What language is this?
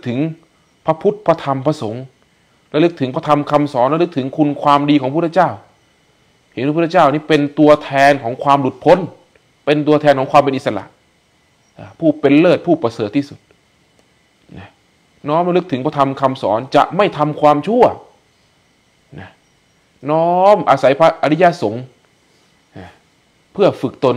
Thai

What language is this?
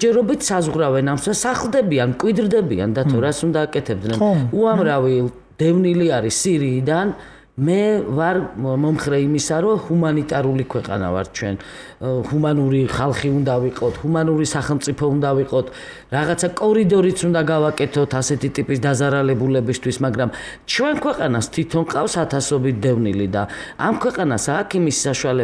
Georgian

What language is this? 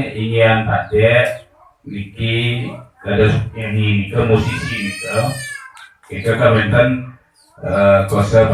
Balinese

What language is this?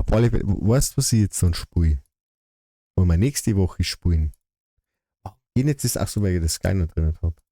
Bavarian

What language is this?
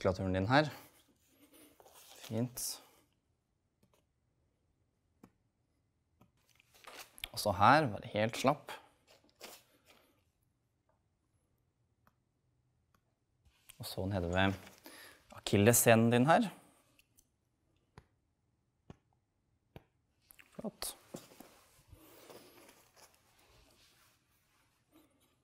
Norwegian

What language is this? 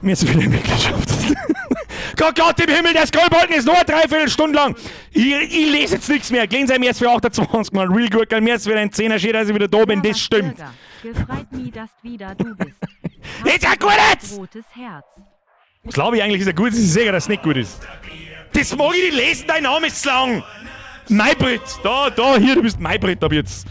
Bavarian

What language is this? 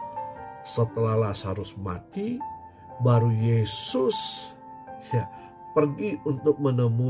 Indonesian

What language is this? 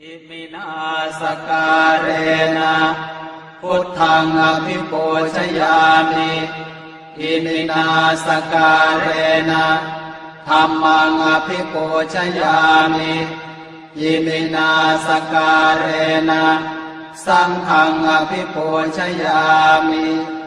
Pali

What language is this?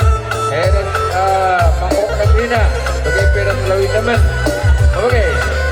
Batak Karo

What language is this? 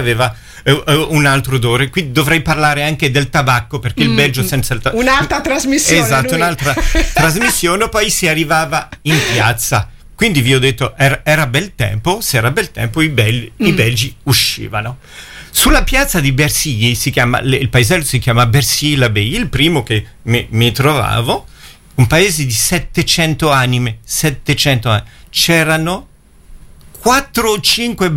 Italian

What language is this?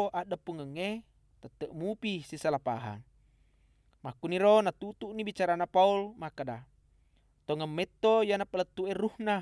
Buginese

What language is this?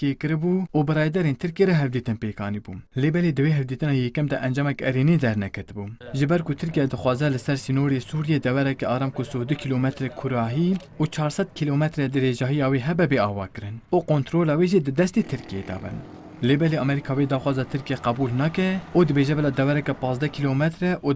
Kurdish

